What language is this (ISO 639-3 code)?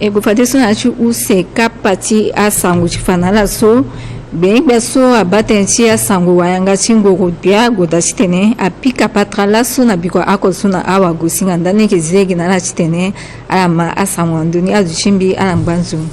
sag